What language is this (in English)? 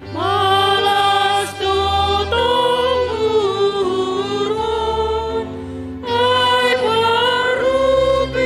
Batak Simalungun